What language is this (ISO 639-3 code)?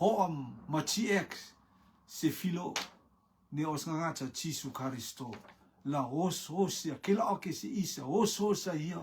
rtm